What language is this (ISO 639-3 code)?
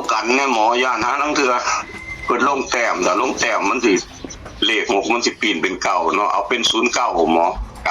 tts